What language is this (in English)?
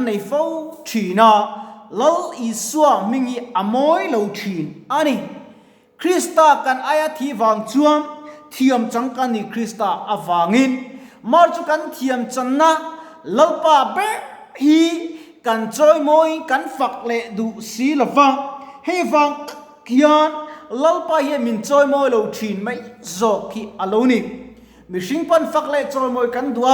Mizo